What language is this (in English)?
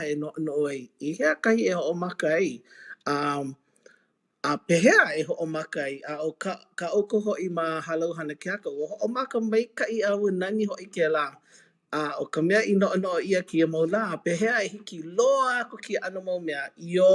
Hawaiian